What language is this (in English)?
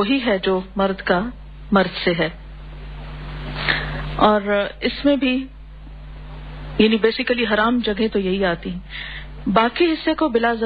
Urdu